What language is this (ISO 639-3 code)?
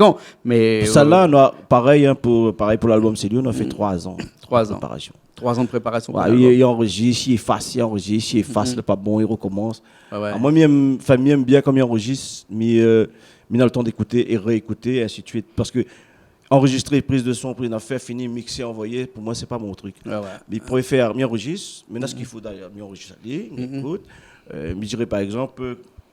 rcf